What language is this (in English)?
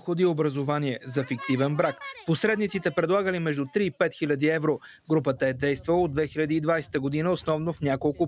Bulgarian